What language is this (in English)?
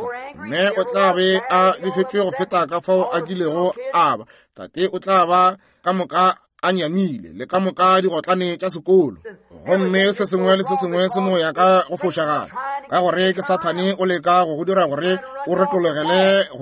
Northern Sotho